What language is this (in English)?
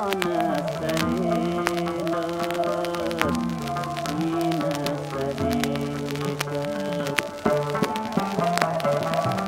Persian